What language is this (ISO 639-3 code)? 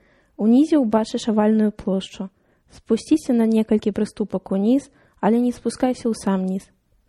bel